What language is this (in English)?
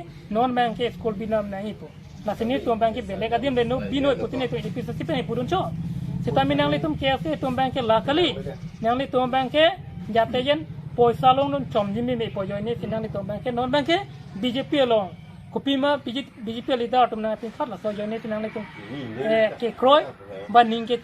Karbi